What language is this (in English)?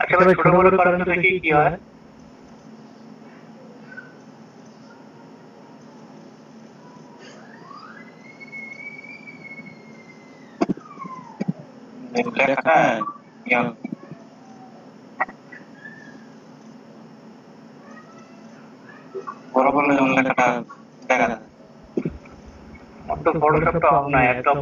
Bangla